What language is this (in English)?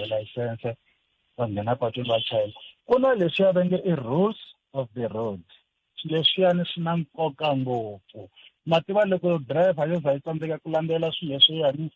Tsonga